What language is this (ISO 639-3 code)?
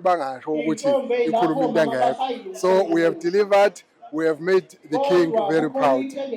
zul